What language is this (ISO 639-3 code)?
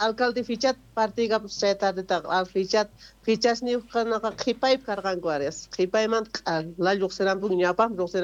quh